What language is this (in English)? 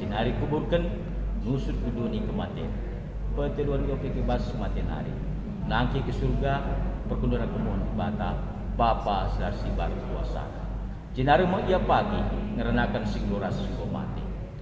Batak Karo